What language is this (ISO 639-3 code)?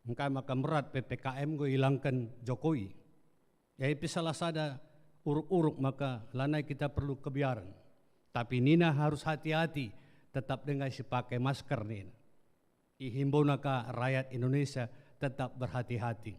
btx